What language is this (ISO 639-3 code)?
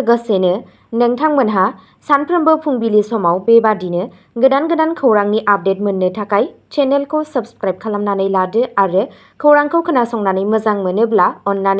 brx